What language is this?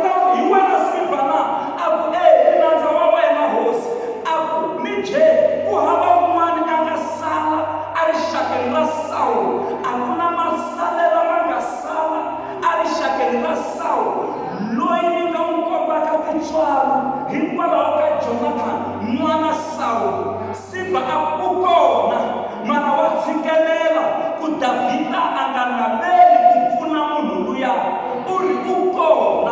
Tsonga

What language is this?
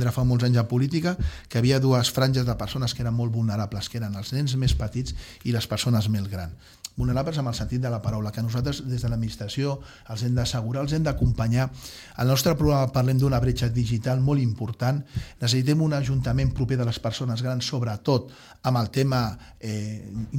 Catalan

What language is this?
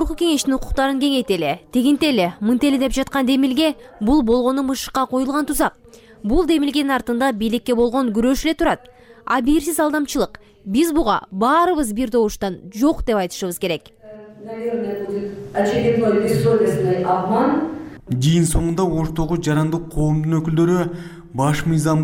Kyrgyz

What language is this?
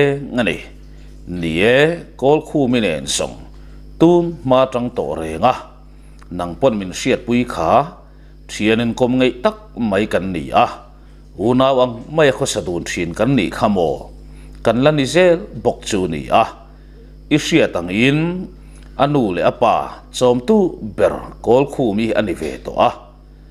Mizo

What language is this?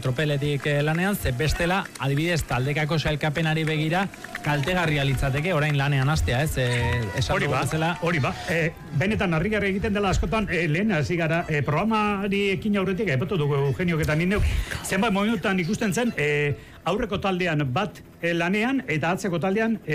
Basque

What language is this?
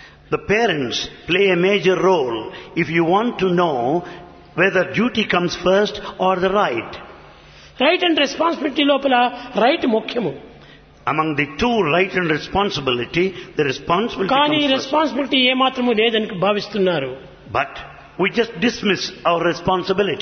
Telugu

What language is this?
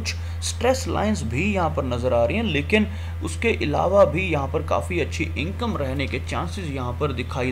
Hindi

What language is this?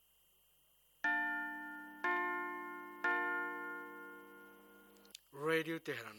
Bangla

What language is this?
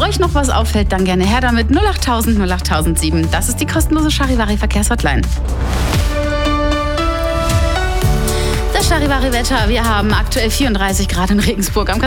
German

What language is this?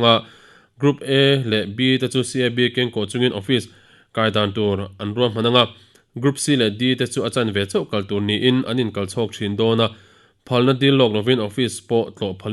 Mizo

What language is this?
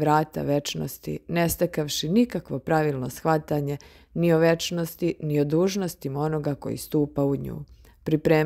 Serbian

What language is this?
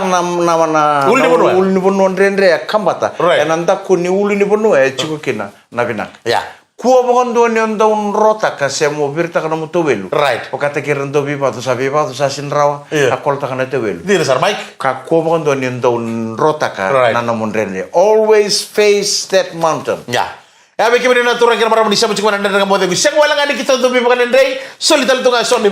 Fijian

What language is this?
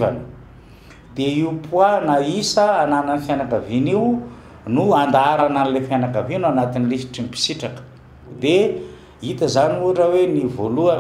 Malagasy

